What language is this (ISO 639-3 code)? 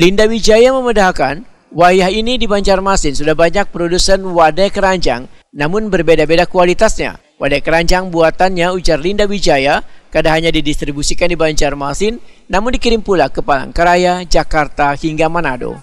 bjn